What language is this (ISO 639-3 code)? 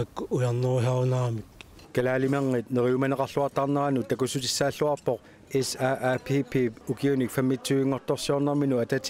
kal